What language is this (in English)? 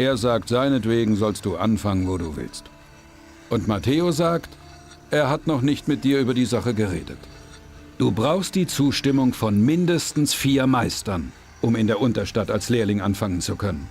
Bavarian